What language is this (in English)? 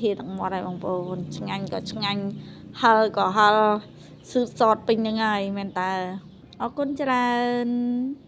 Khmer